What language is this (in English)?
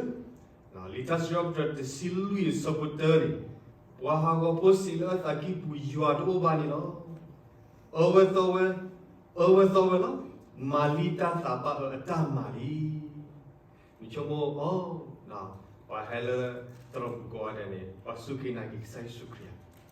S'gaw Karen